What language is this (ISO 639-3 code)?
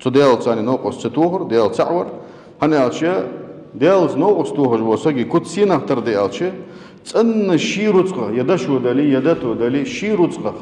inh